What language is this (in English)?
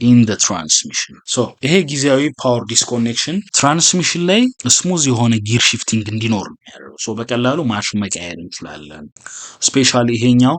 Amharic